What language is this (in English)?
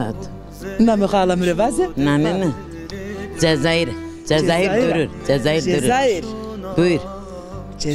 Zaza